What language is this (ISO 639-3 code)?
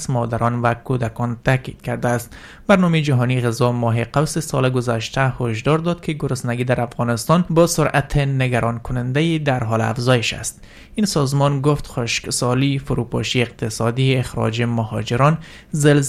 fas